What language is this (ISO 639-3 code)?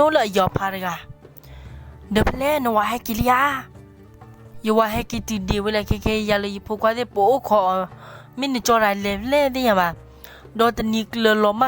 ksw